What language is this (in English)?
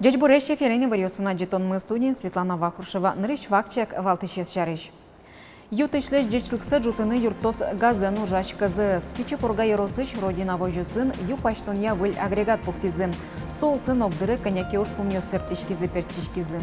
Udmurt